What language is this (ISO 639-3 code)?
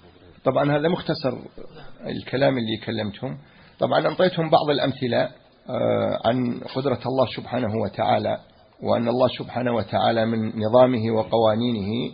ara